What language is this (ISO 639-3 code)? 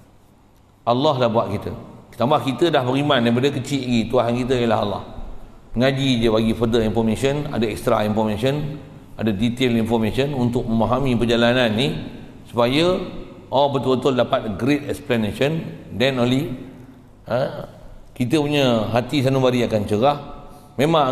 msa